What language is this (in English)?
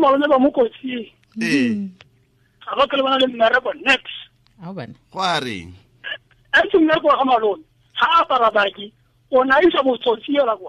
Tswana